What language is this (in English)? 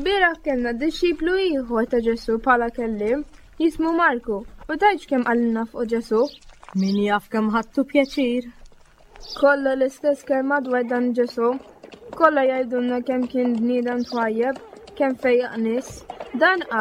Maltese